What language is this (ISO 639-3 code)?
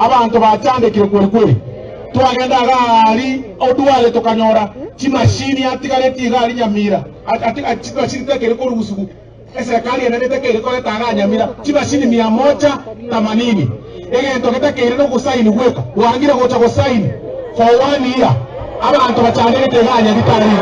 guz